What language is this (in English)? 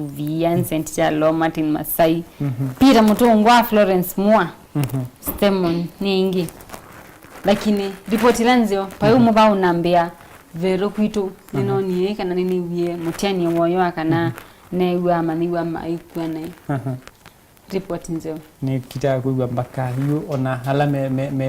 Kamba